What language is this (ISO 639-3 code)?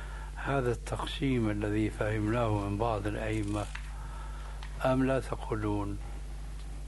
ara